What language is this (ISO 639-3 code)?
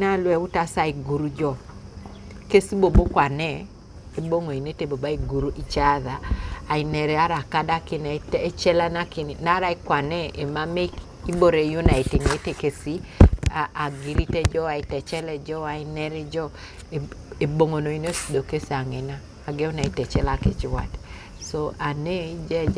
teo